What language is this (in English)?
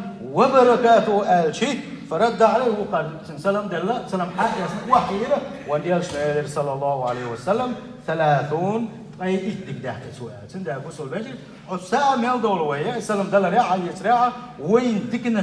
Chechen